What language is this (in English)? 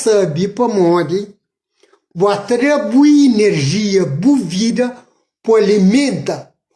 Kabuverdianu